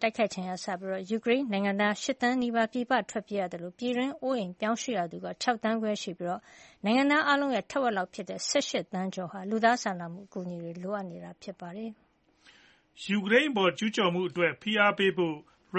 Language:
Burmese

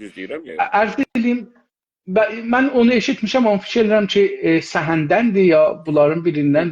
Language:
South Azerbaijani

